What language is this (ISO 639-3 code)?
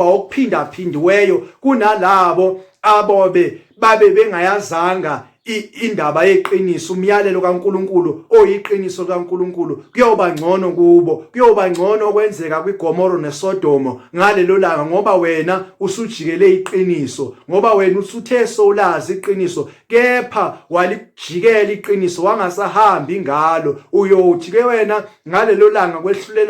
zul